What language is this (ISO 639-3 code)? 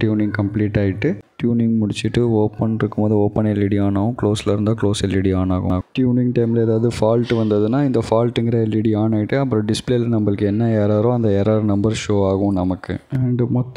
tam